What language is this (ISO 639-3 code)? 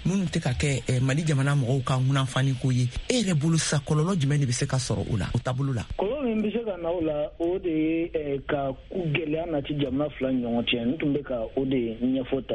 bam